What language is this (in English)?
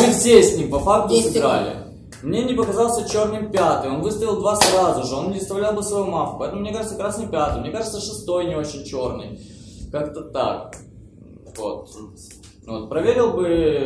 Russian